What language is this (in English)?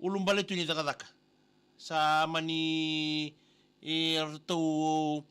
Fijian